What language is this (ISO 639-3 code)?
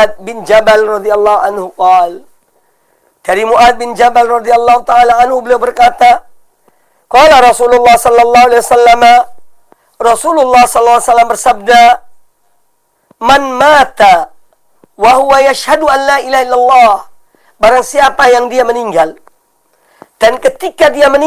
ind